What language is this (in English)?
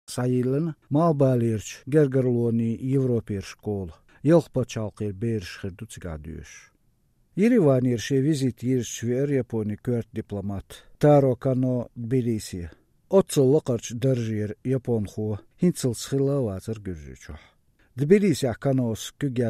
Chechen